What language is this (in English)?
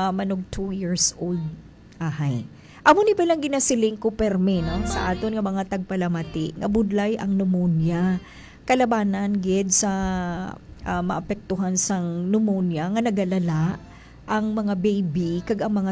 Hiligaynon